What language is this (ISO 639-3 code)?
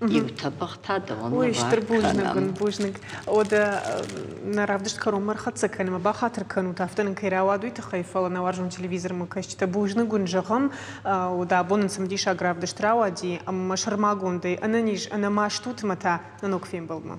oss